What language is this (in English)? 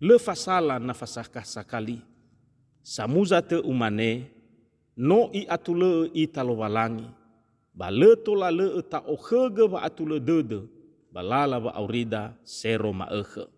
Nias